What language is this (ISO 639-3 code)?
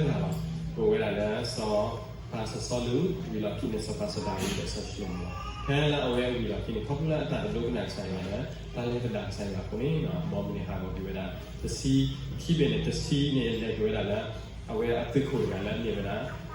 ksw